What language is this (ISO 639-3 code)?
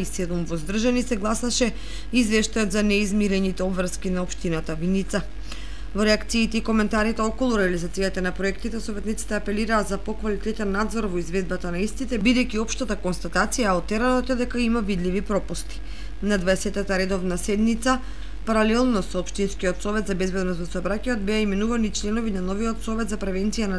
mkd